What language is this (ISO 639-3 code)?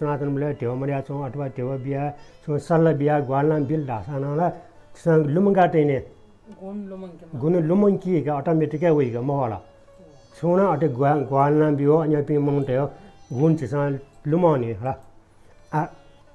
new